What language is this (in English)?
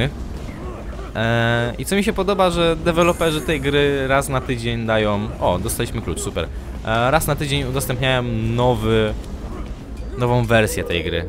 Polish